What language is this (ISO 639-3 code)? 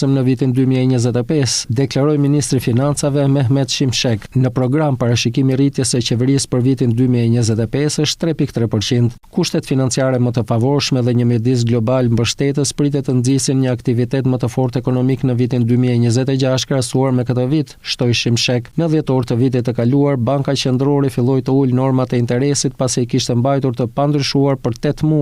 sqi